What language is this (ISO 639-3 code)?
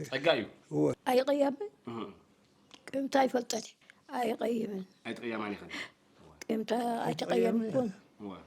tir